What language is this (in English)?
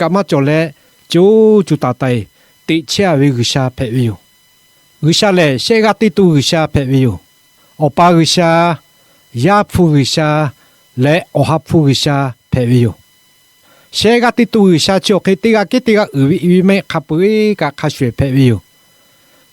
Lahu